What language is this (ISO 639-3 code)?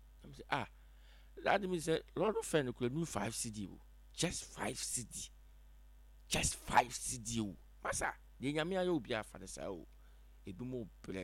aka